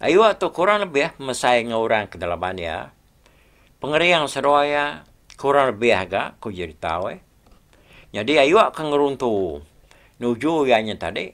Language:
Iban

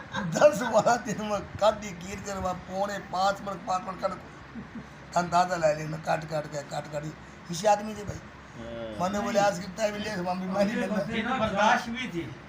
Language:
Haryanvi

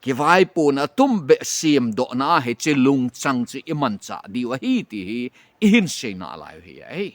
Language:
Thado Chin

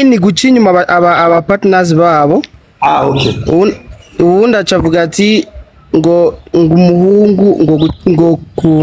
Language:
Rundi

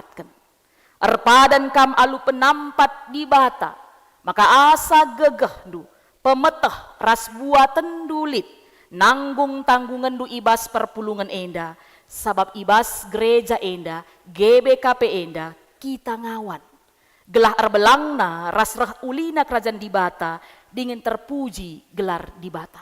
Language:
Batak Karo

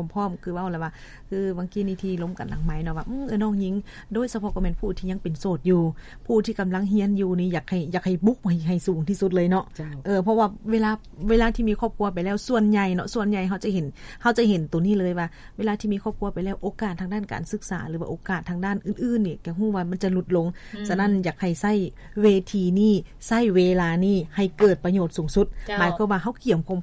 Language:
Lao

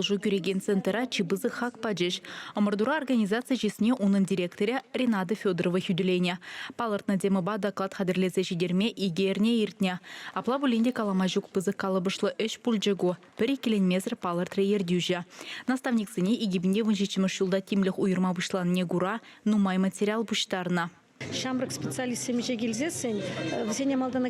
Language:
Chuvash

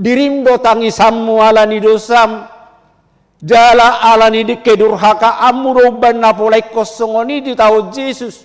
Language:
Batak Toba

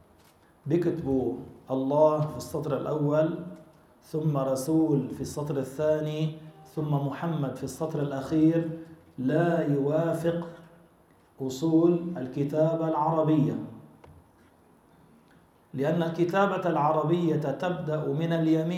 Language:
Arabic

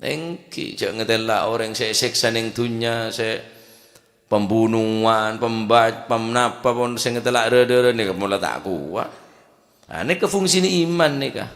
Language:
Madurese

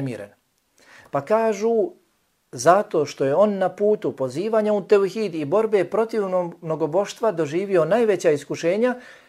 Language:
Bosnian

